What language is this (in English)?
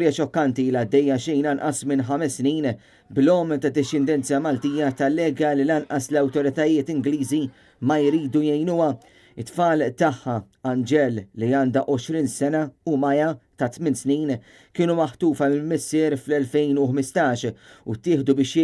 Maltese